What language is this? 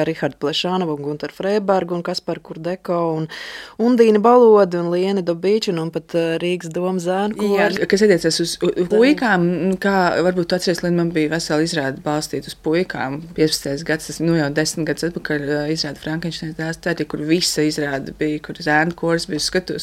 Latvian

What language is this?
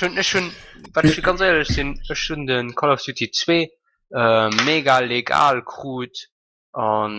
Luxembourgish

